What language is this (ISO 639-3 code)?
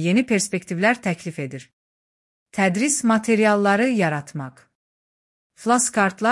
aze